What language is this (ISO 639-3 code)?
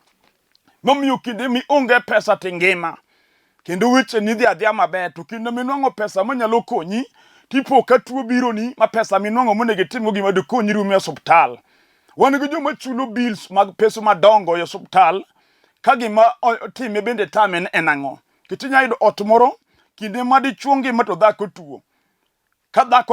luo